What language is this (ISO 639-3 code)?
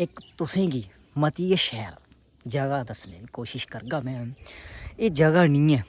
doi